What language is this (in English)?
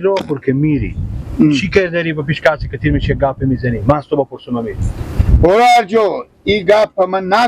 Persian